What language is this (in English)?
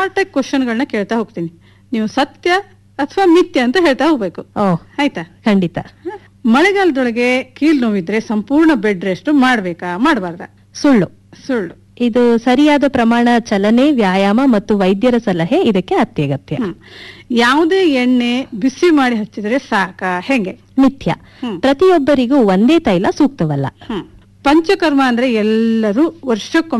Kannada